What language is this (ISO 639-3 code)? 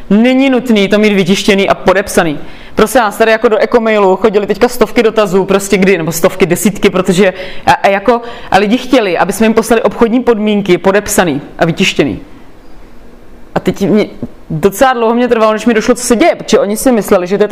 ces